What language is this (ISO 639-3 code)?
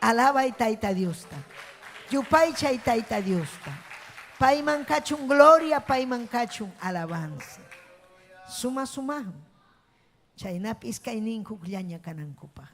quy